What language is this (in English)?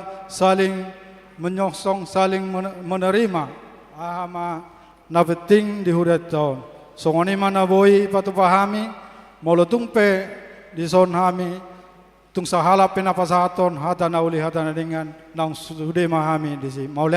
Batak Toba